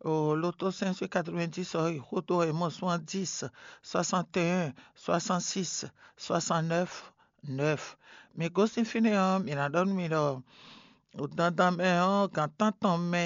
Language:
Fon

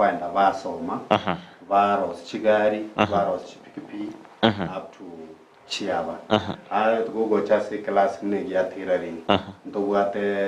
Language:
Gusii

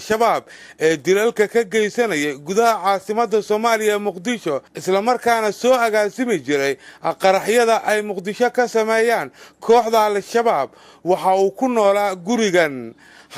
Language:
Somali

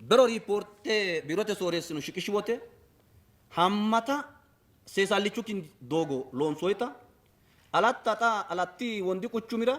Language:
Sidamo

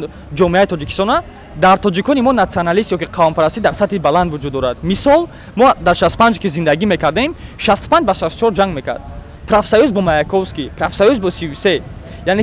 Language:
Tajik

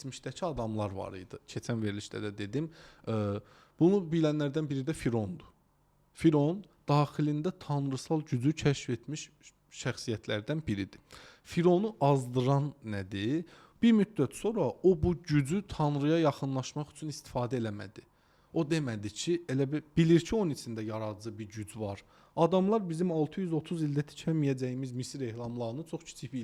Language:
Azerbaijani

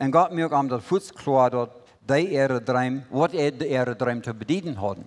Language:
Plautdietsch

